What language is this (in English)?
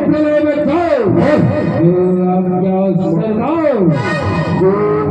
Chhattisgarhi